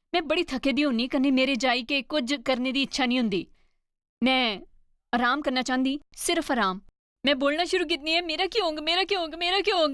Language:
Dogri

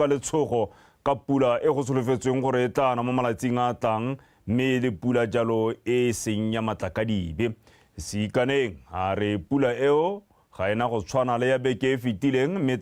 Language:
Tswana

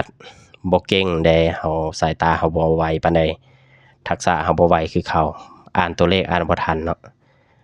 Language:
Lao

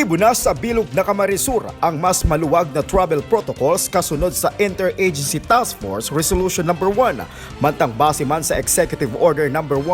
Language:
Bikol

